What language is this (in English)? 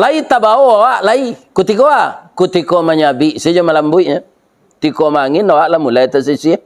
Minangkabau